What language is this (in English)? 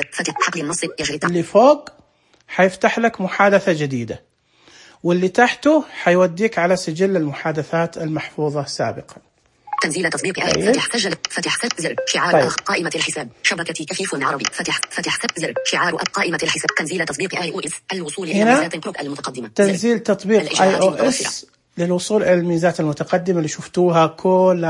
Najdi Arabic